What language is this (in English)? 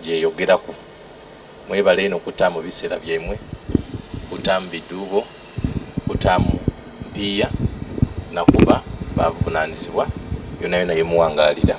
Soga